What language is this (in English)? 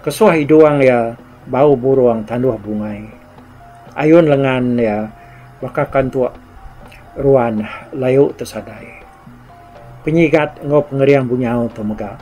Iban